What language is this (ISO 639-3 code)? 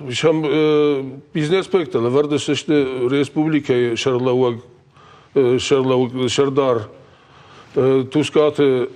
oss